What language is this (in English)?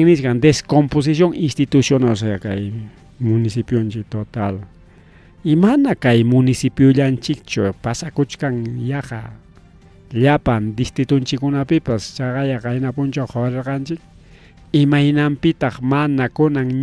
Ayacucho Quechua